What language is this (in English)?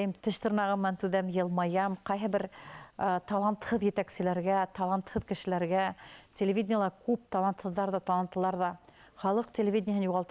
Bashkir